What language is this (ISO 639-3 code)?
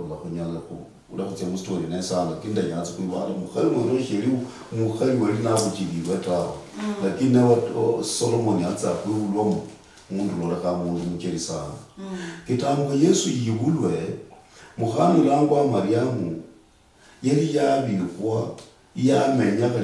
luy